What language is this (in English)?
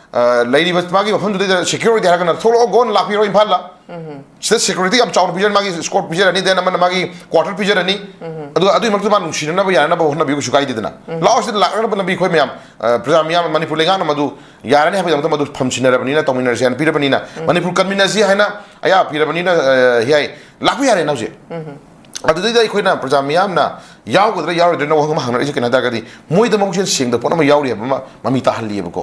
Manipuri